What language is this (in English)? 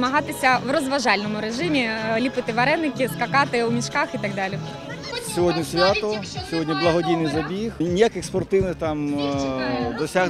Ukrainian